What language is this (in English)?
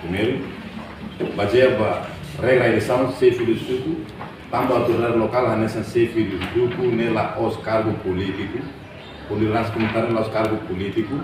Tetum